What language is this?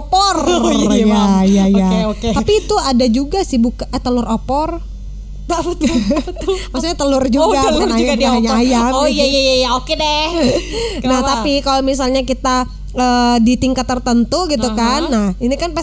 Indonesian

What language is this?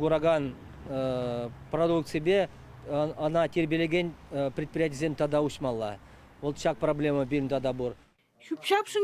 Chuvash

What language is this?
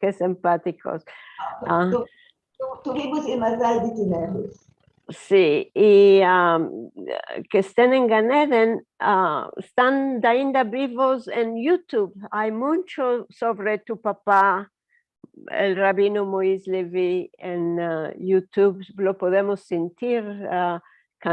Ladino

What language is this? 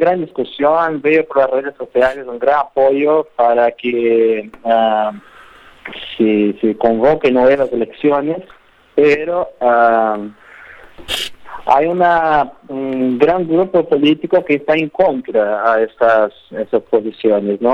Spanish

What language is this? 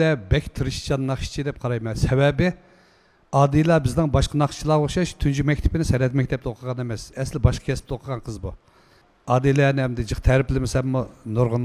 Uyghur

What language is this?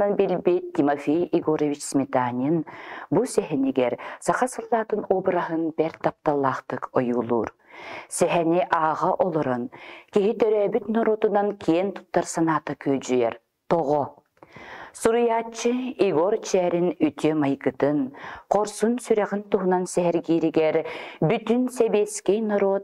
Yakut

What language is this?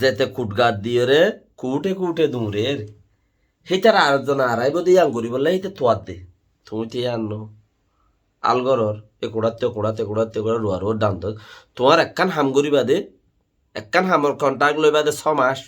Rohingya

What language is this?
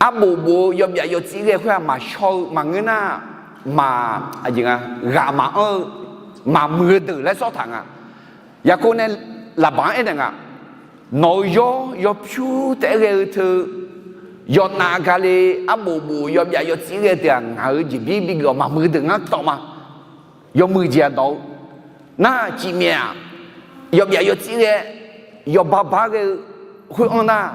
Akha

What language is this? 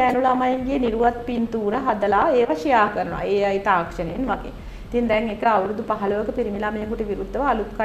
Sinhala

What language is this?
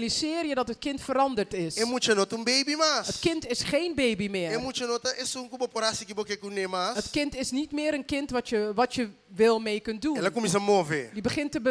Papiamento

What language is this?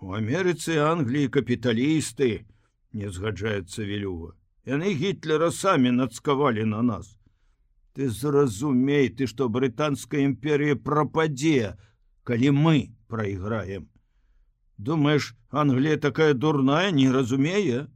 Belarusian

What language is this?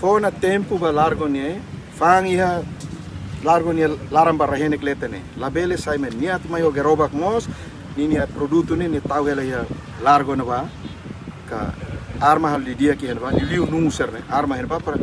Tetum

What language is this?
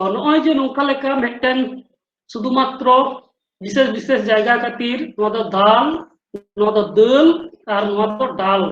Santali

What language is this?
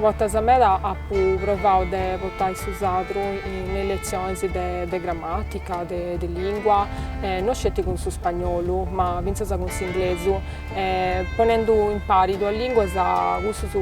Sardinian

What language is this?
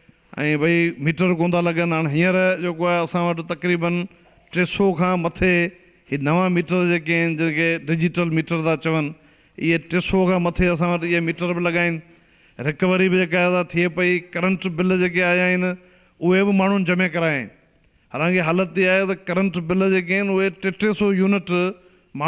Sindhi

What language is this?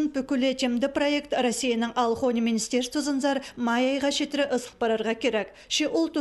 Khakas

